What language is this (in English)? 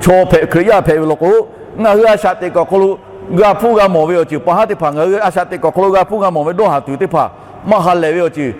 Lahu